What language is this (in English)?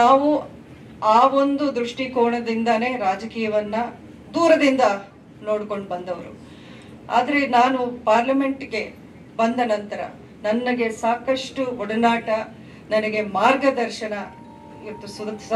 Kannada